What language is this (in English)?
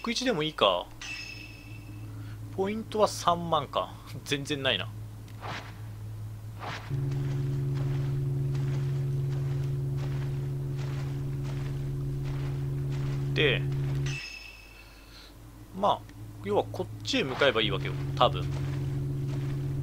Japanese